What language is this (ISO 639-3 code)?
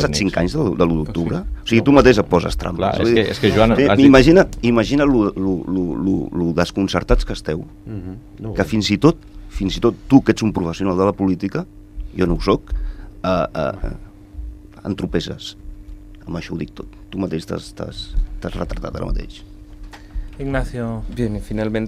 cat